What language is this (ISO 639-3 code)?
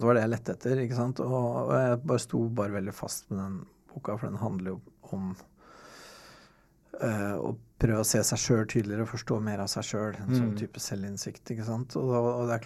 nor